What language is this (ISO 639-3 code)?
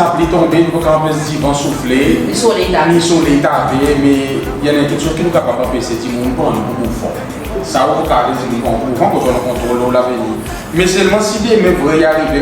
crs